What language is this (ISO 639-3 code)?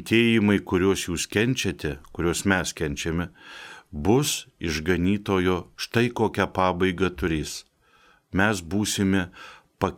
lit